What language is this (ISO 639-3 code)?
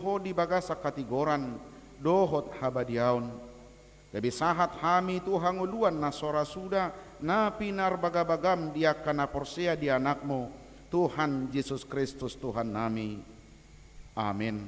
bbc